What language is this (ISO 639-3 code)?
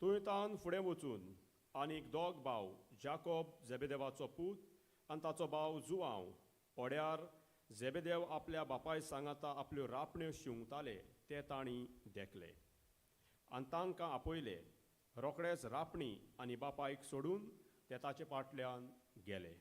kok